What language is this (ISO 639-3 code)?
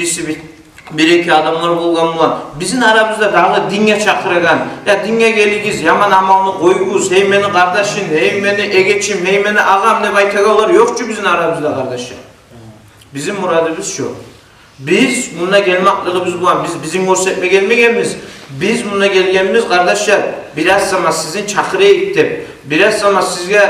kum